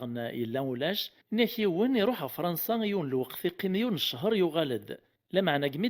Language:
Kabyle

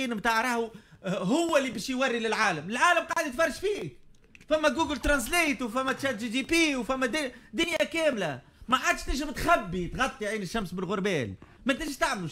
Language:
Tunisian Arabic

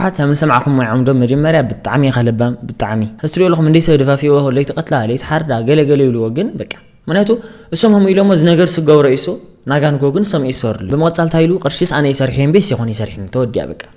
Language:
Tigrinya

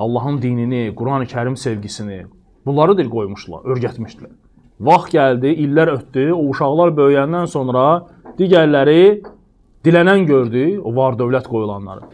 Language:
Azerbaijani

